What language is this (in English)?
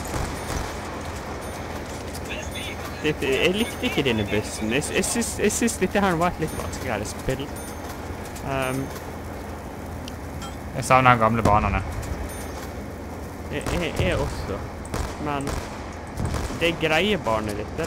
Norwegian